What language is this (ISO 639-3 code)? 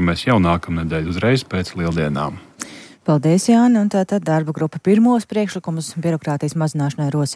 lav